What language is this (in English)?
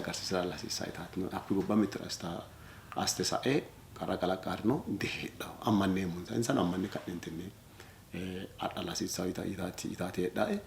Sidamo